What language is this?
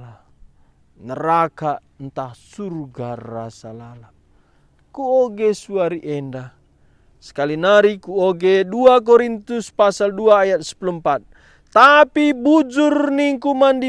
Batak Karo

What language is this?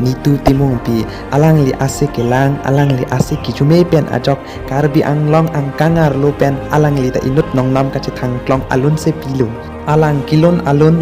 Karbi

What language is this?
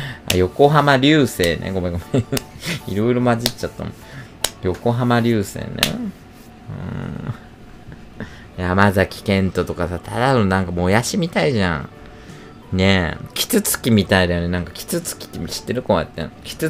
Japanese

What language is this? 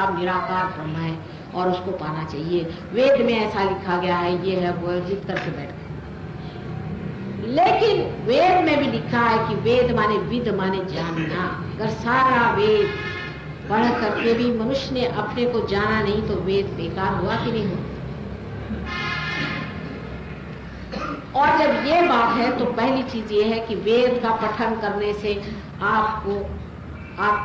Hindi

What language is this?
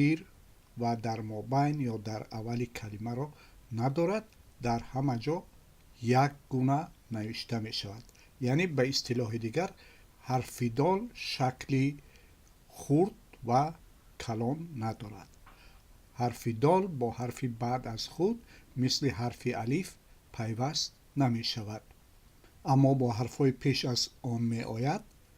Tajik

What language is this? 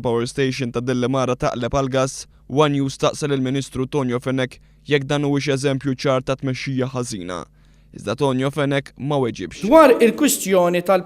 Maltese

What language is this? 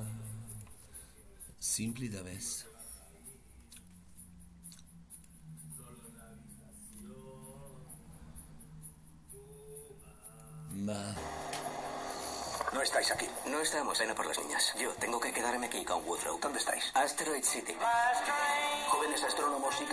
Spanish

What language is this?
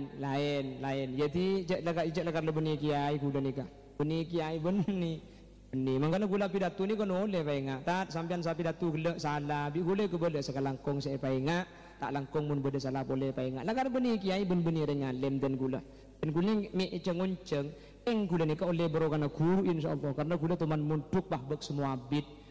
Madurese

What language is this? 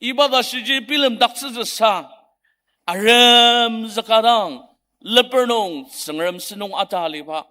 Ao Naga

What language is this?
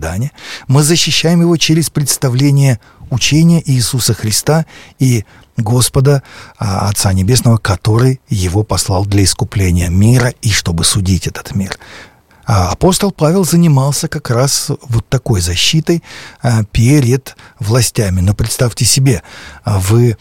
Russian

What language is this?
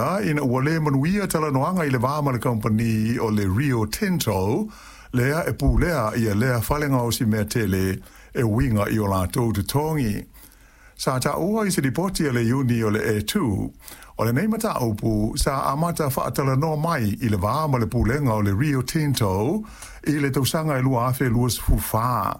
Samoan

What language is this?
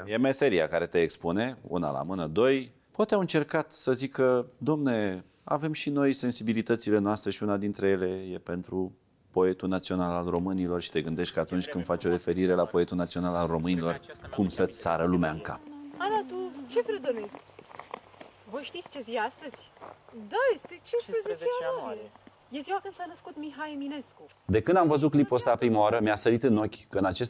Romanian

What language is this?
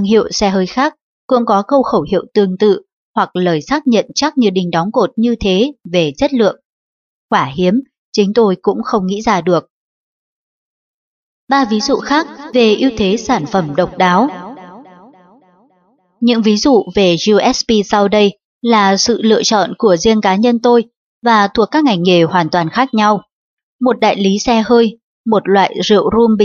Vietnamese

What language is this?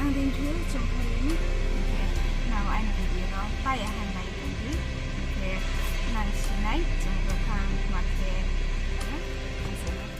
Riang (India)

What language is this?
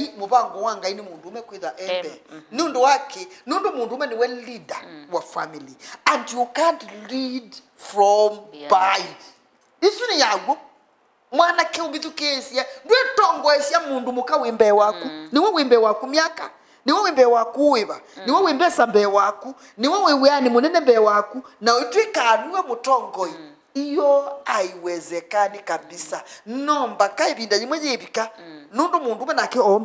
Kamba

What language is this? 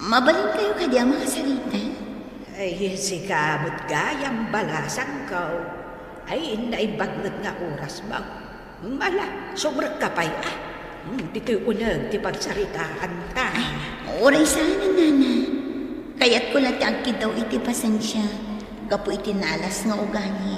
Iloko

